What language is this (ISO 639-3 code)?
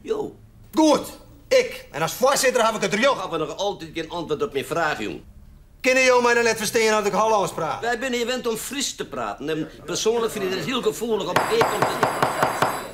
fry